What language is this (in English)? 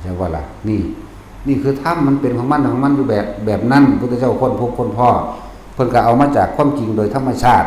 Lao